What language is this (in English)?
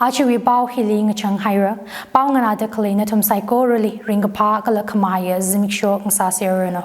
Tangkhul Naga (India)